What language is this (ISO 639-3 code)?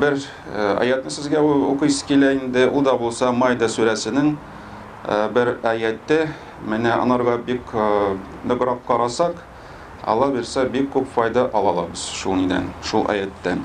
tat